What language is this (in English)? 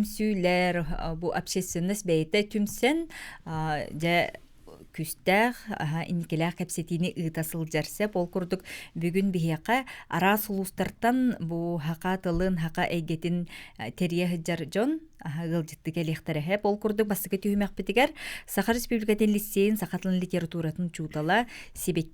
Yakut